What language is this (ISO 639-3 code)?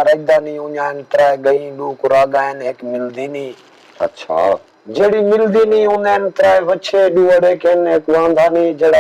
skr